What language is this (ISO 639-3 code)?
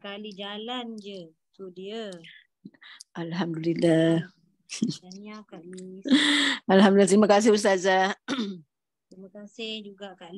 msa